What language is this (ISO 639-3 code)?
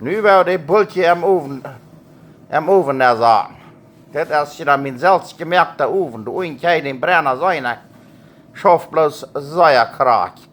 pdt